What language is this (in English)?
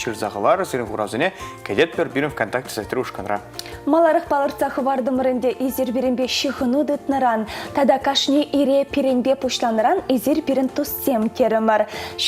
Chuvash